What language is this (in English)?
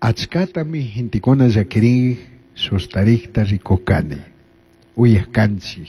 Chimborazo Highland Quichua